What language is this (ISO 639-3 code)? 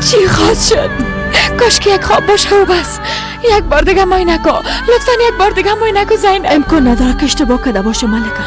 fas